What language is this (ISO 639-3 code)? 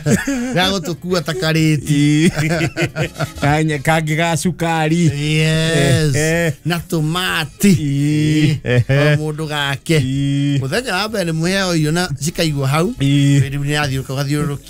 kik